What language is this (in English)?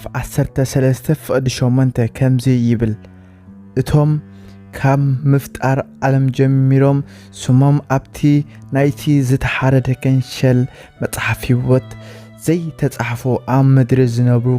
Tigrinya